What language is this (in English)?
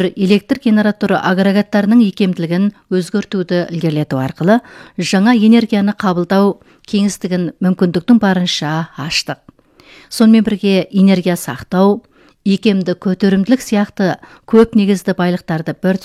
Kazakh